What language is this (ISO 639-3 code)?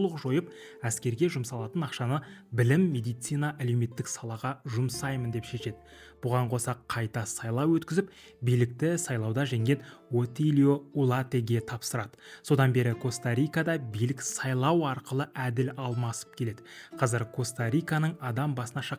kaz